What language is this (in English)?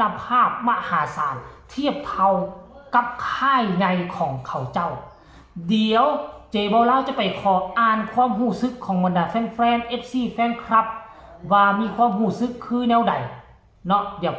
Northeastern Thai